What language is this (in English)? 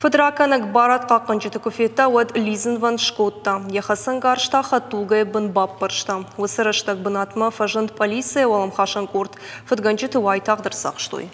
Ossetic